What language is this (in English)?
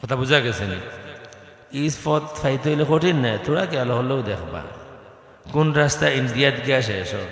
Sylheti